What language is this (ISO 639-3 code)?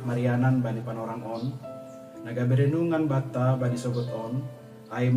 bts